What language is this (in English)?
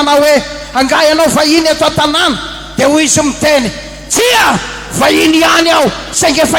Malagasy